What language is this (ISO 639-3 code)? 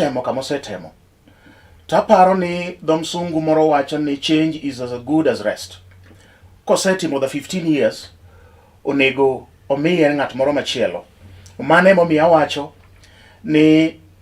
luo